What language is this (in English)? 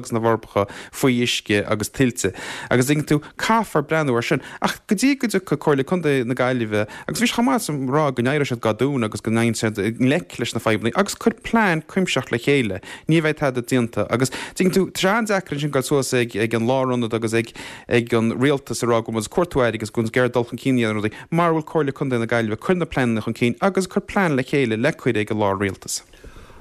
Irish